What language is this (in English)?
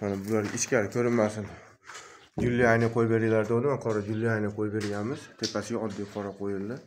Uzbek